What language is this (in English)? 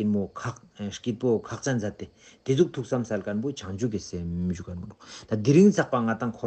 Tibetan